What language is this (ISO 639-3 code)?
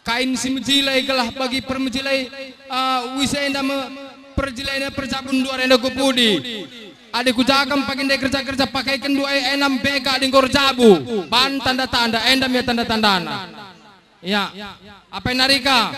btx